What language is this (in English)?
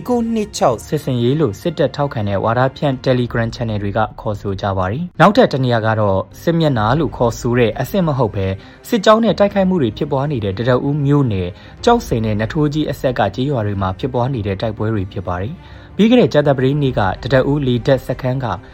Burmese